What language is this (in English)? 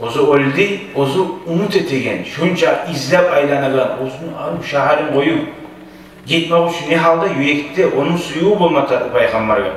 Kumyk